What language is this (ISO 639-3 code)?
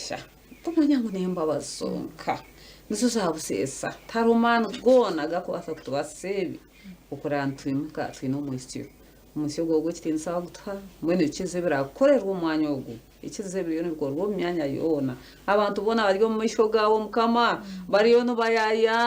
nyn